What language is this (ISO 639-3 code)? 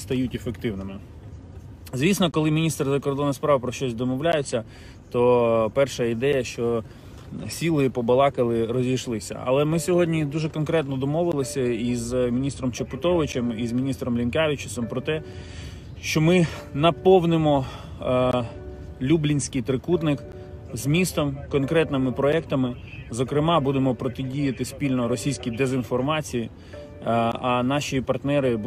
ukr